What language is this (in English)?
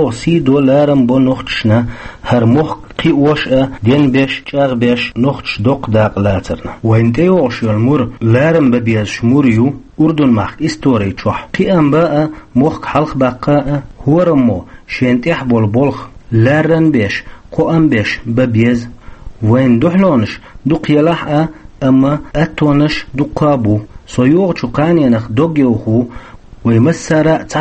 Chechen